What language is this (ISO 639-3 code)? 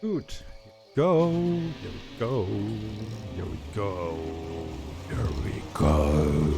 gsw